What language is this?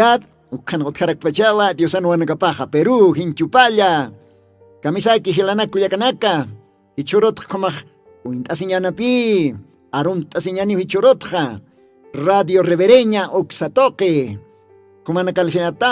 Aymara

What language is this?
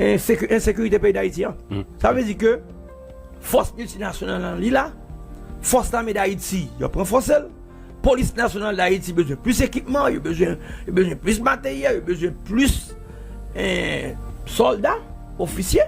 Haitian Creole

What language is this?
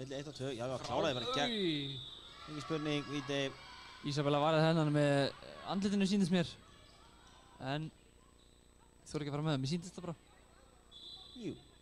Icelandic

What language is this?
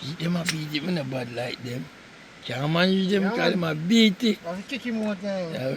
Jamaican Creole English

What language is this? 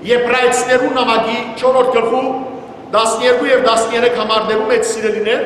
Western Armenian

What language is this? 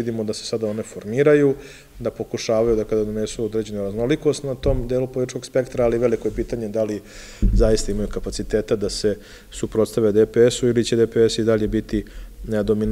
Serbian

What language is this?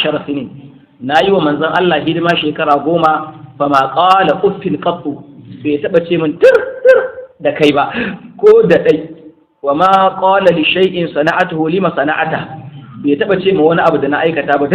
Hausa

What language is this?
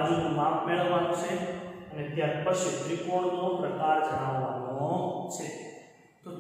Gujarati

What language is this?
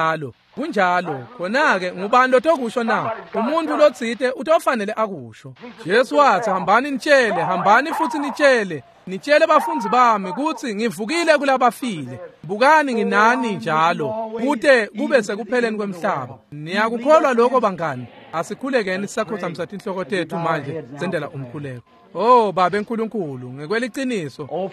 Swati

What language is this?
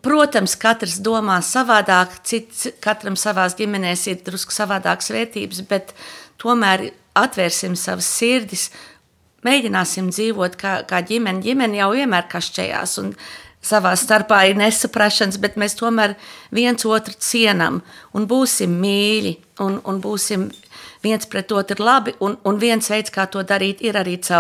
Latvian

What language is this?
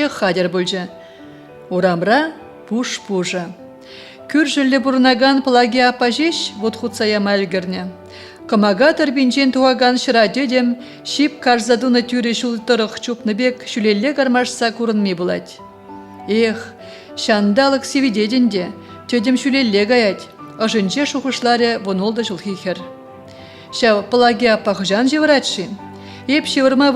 Chuvash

